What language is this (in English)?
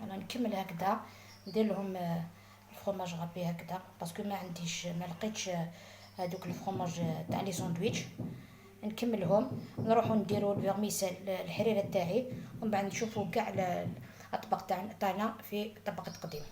Algerian Arabic